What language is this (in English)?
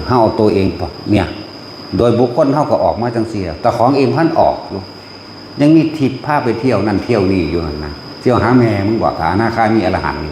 Northeastern Thai